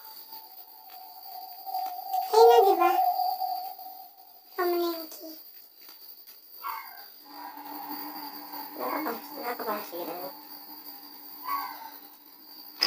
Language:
Filipino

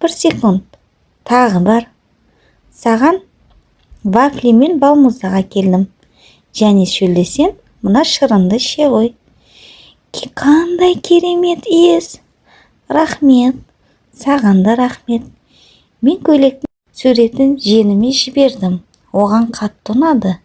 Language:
Kazakh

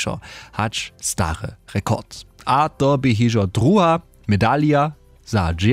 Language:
Upper Sorbian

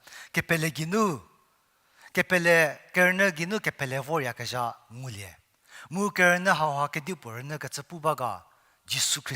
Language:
Angami Naga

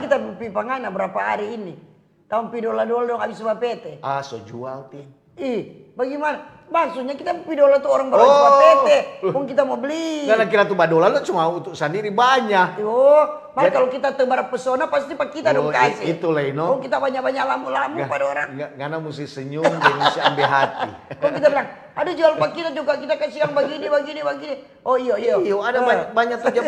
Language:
Manado Malay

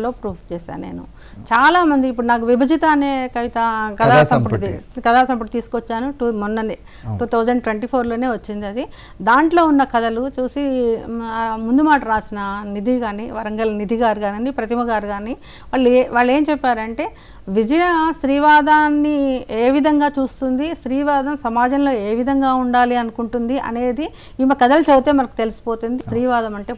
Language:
Telugu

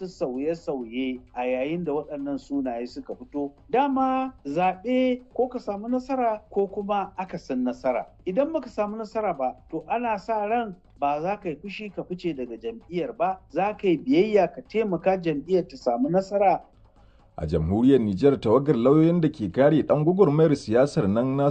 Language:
Hausa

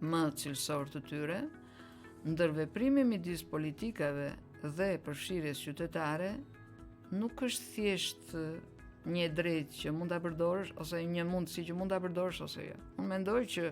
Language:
Albanian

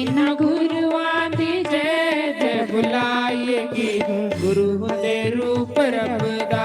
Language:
Dogri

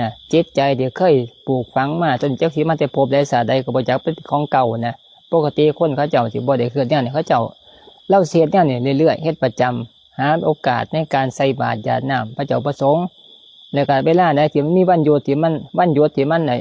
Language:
Lao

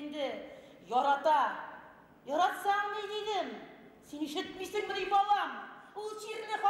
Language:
Bashkir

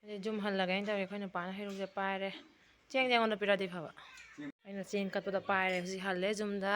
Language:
Manipuri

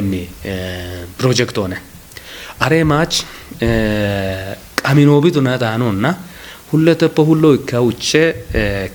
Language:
Kafa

